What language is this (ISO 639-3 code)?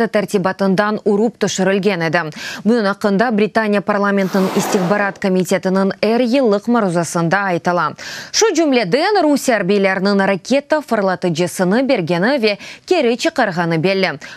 crh